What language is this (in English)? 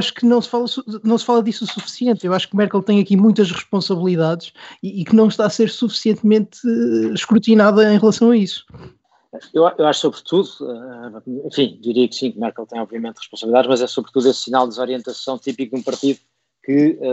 Portuguese